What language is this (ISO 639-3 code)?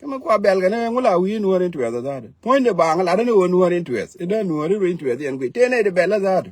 nus